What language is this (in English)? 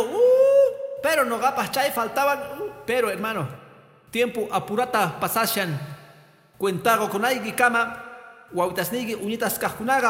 Quechua